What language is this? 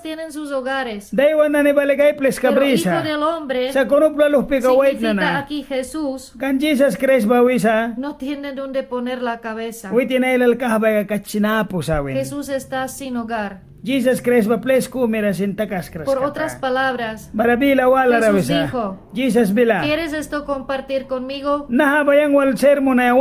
Mískito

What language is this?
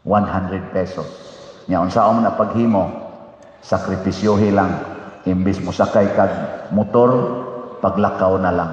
Cebuano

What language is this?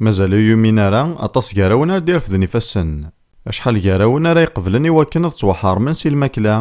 Kabyle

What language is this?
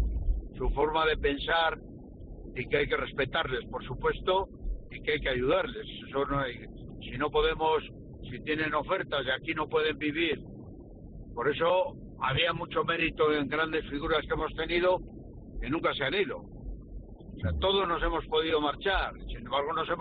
Spanish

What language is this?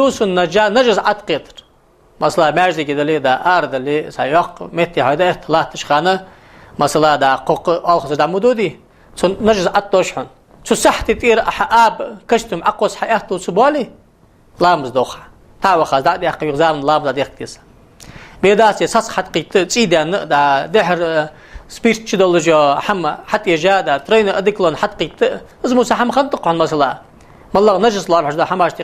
Ingush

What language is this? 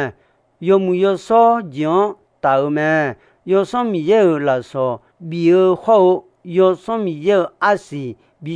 Akha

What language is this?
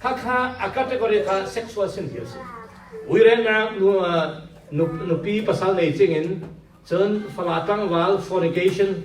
Falam Chin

